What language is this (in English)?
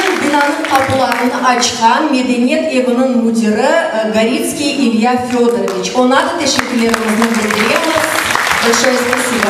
Crimean Tatar